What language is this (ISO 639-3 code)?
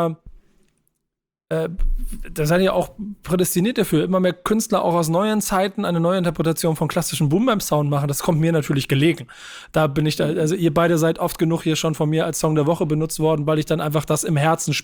deu